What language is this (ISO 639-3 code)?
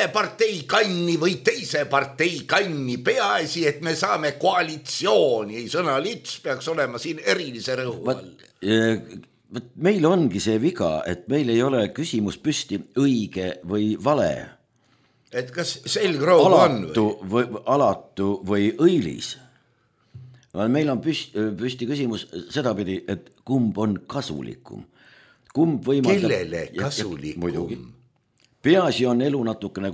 est